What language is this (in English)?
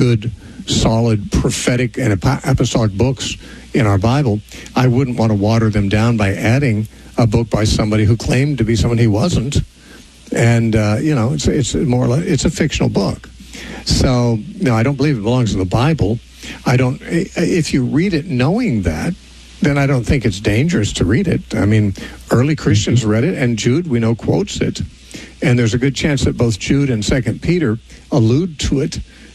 English